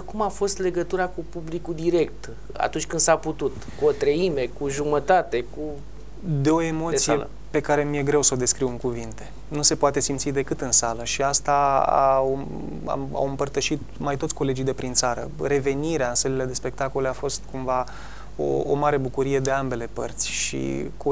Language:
Romanian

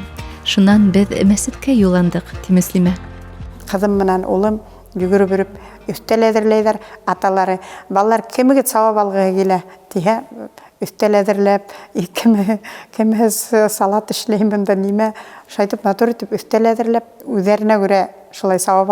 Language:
Bashkir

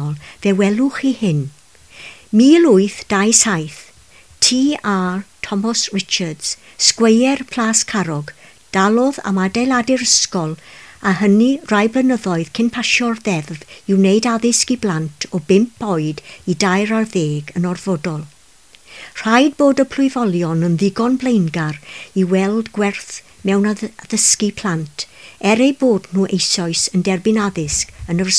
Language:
Welsh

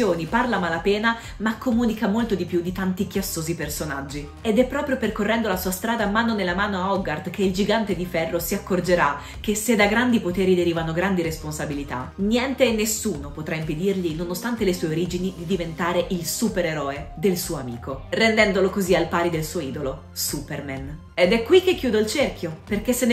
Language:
Italian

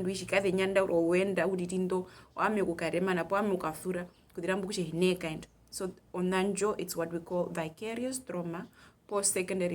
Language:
Herero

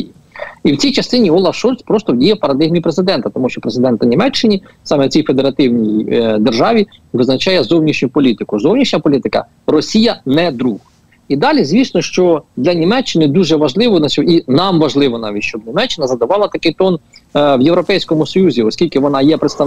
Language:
Ukrainian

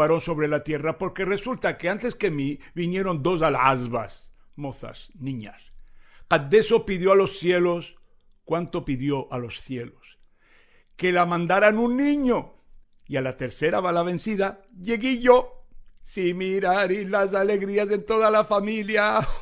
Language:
Ladino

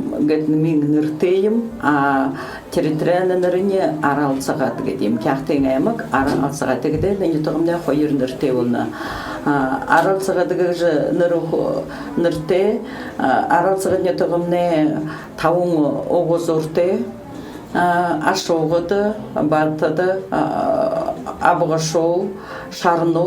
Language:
Buriat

